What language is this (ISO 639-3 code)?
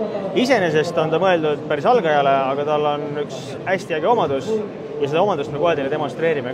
est